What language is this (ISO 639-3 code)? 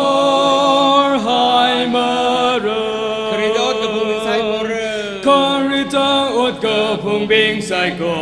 nmf